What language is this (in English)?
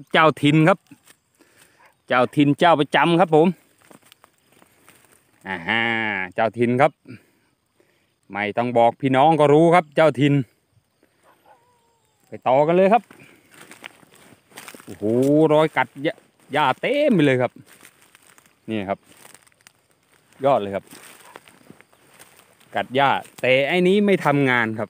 Thai